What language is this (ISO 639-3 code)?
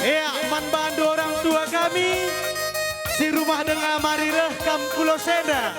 btx